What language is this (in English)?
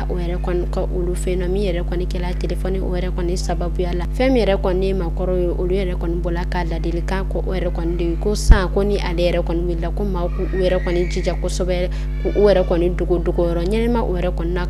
Bambara